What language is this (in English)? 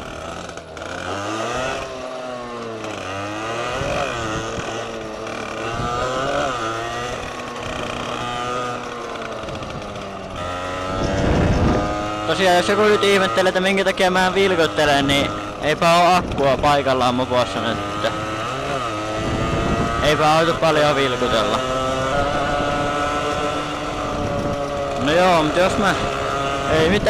Finnish